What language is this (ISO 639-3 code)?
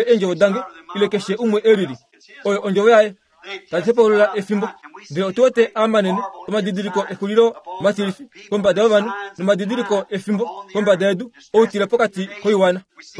kua